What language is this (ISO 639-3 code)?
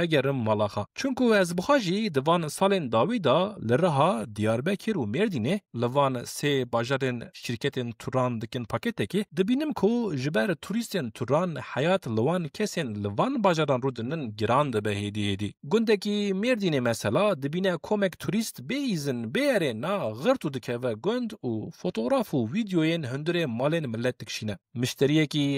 kur